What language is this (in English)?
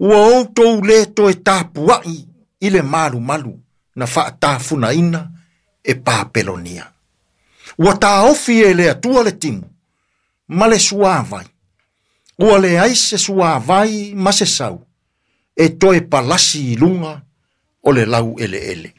Samoan